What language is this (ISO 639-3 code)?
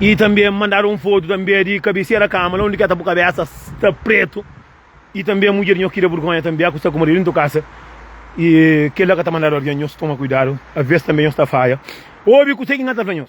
kea